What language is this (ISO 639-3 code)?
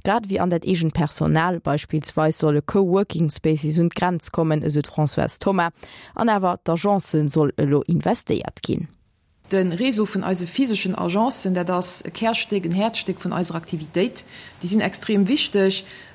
ltz